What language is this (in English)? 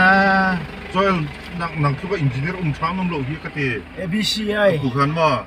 Mizo